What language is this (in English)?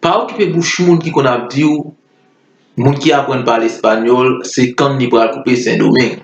Haitian Creole